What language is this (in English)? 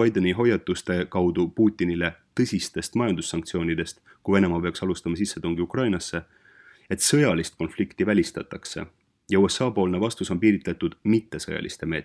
Estonian